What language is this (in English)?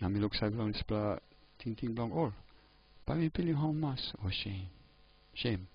Tok Pisin